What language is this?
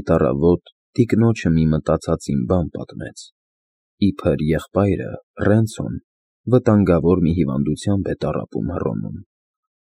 Armenian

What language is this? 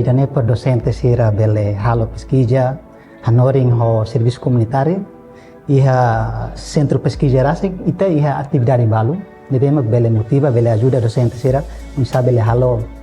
Tetum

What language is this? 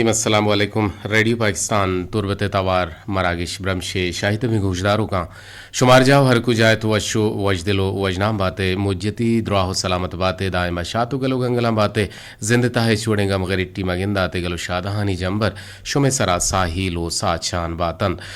Eastern Balochi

